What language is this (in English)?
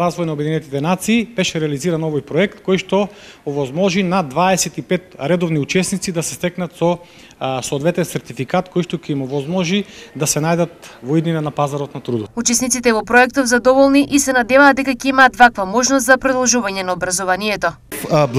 Macedonian